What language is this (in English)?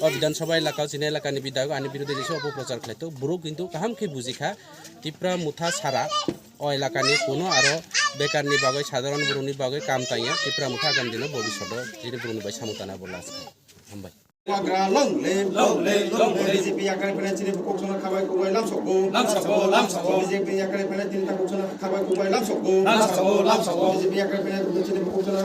Kok Borok